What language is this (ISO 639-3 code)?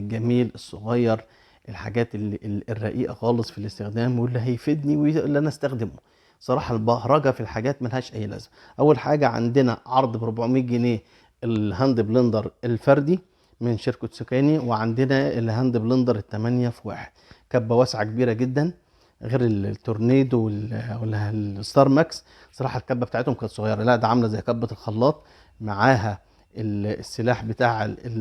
arz